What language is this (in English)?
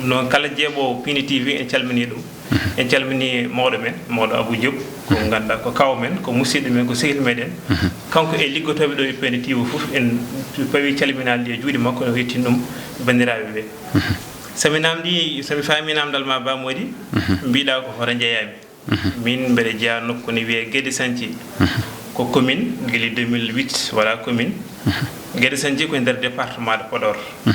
Fula